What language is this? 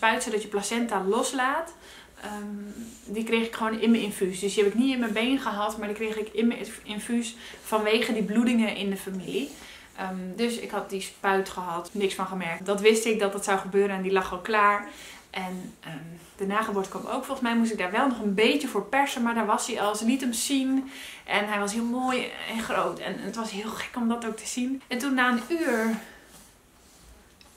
Dutch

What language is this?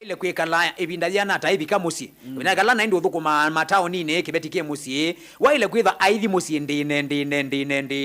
Kamba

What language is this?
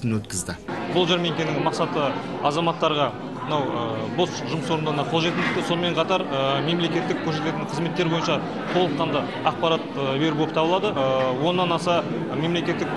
Kazakh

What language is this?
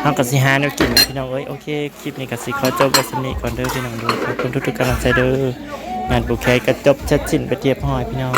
Northeastern Thai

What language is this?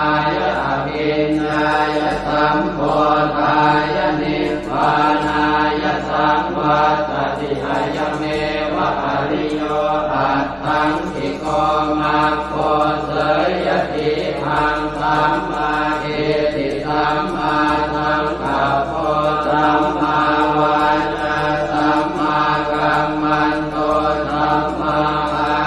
Pali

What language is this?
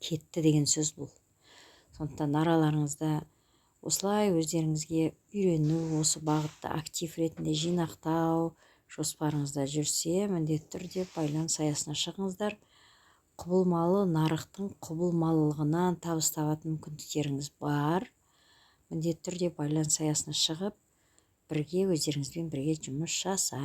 Kazakh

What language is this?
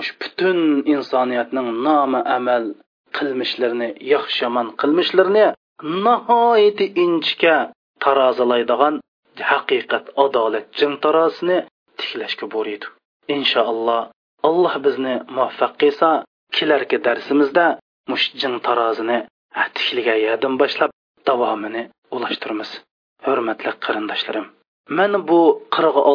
Uyghur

